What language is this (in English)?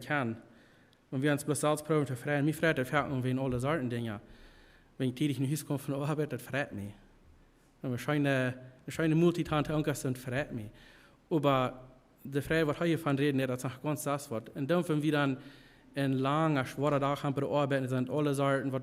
Plautdietsch